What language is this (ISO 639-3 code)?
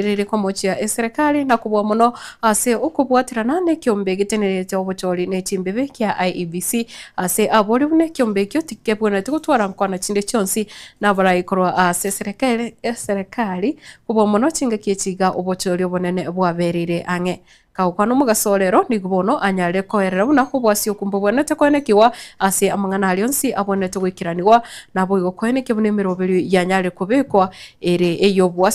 guz